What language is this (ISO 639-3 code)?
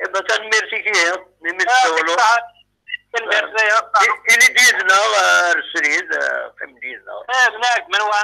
kab